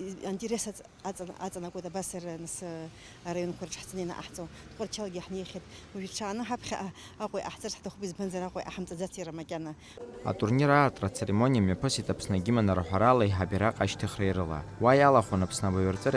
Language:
Abkhazian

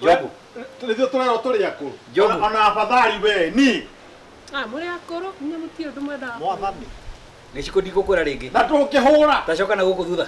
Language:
Kikuyu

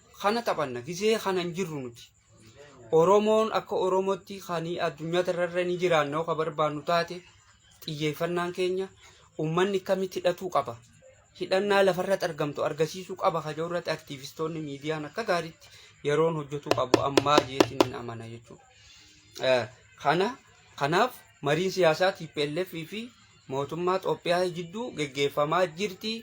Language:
Oromo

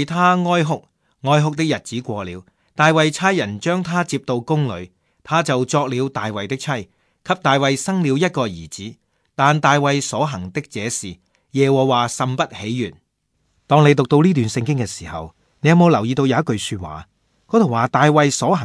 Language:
Cantonese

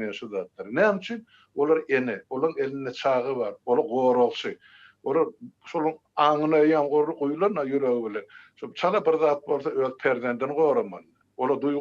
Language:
Turkmen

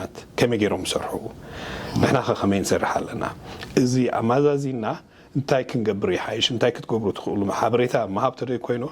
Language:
Tigrinya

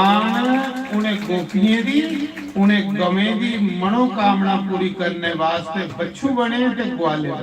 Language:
Dogri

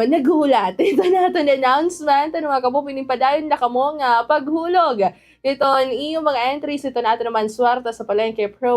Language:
Waray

